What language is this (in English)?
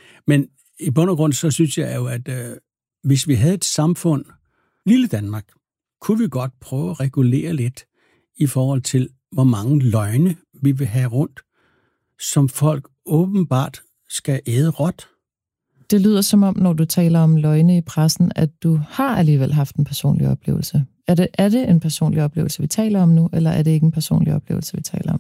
Danish